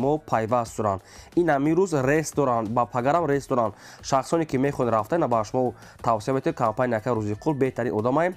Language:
Tajik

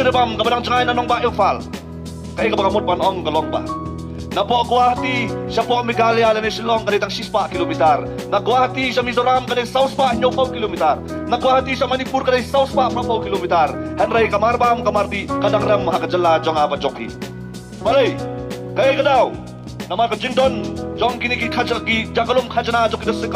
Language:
Khasi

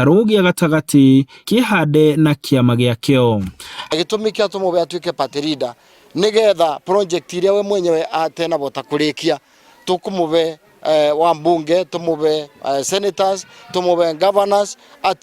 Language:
Kikuyu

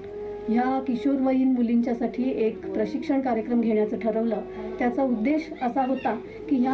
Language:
Marathi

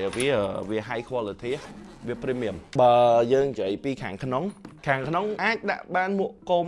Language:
Khmer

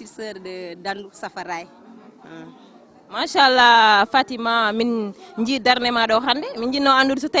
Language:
Fula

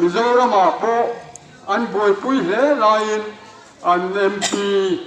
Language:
Kok Borok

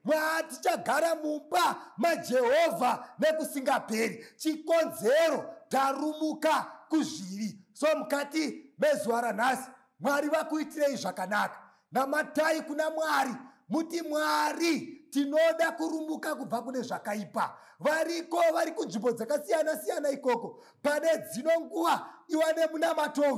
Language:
Shona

